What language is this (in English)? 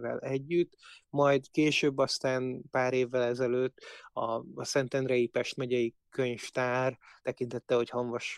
Hungarian